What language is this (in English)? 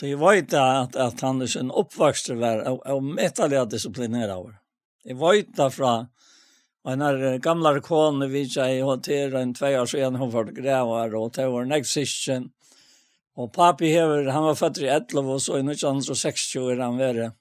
Faroese